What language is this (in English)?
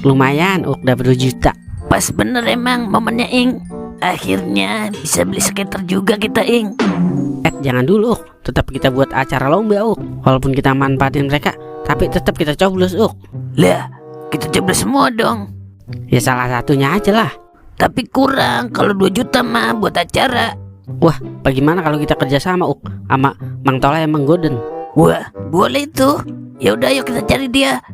Betawi